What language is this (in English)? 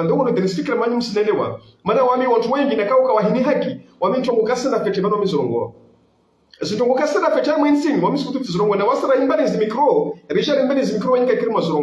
Ngazidja Comorian